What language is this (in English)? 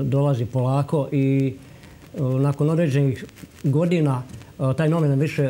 Croatian